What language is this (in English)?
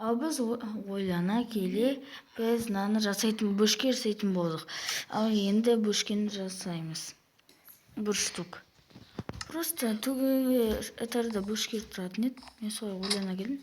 Kazakh